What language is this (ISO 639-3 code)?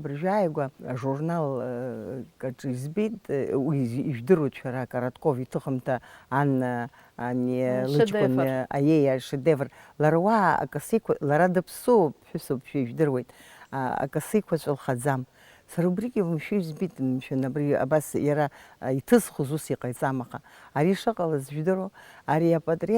abk